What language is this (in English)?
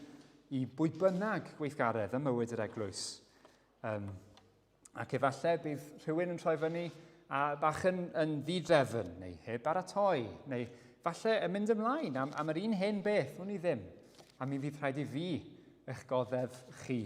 Welsh